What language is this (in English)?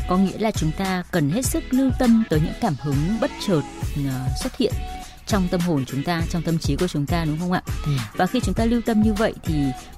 Vietnamese